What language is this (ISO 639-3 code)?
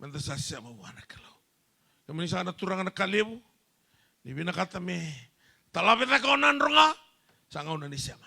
fij